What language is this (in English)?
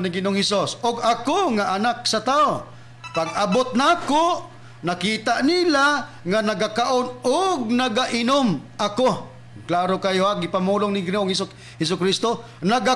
Cebuano